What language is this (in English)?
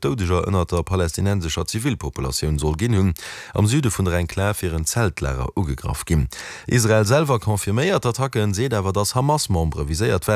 Luxembourgish